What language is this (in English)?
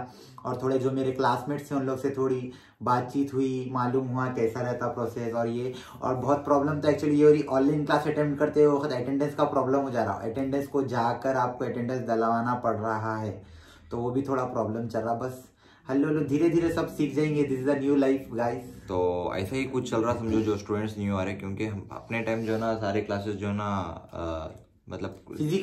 Hindi